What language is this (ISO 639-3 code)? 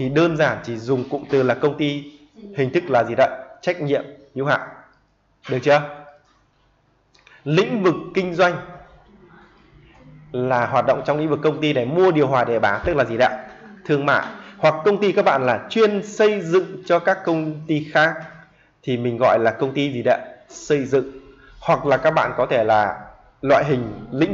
vie